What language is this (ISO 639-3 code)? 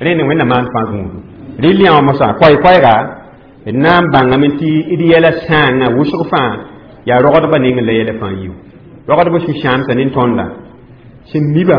mos